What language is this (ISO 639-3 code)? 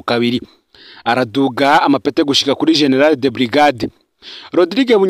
run